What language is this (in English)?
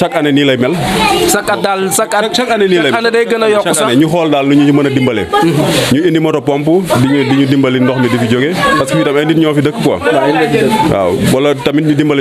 Wolof